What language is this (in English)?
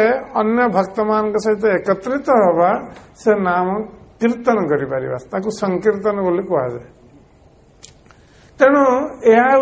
Odia